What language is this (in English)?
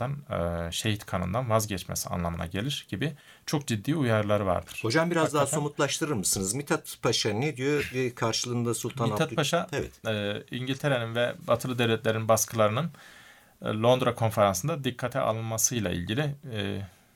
Turkish